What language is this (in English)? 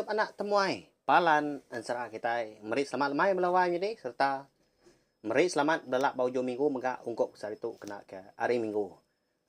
Iban